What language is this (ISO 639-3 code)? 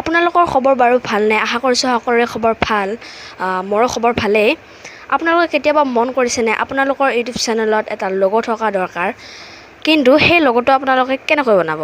asm